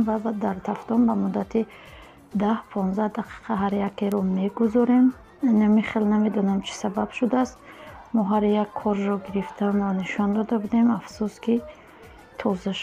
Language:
Tajik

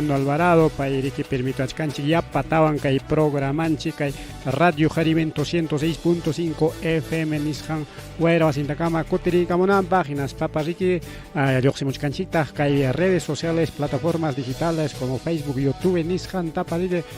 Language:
Ayacucho Quechua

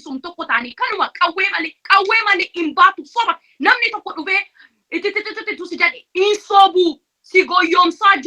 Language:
Oromo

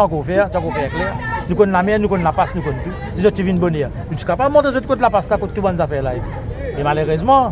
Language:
Morisyen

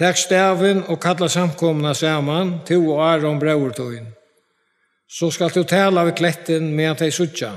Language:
Faroese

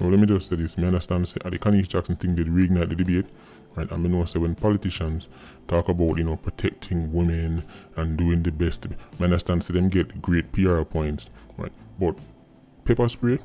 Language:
Jamaican Creole English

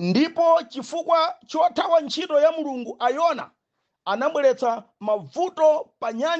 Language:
Nyanja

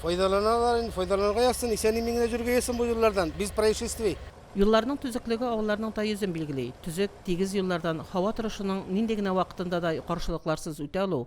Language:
Tatar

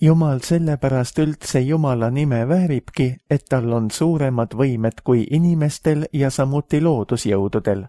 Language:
Estonian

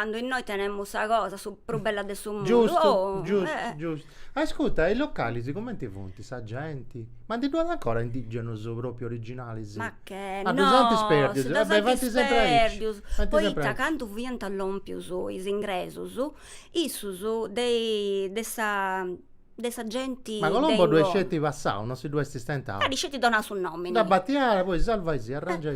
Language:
Sardinian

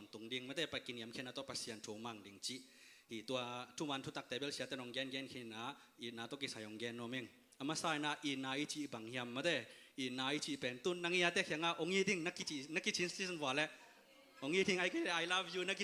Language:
Tedim Chin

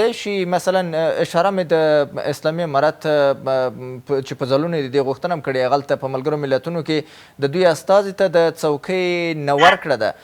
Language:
Pashto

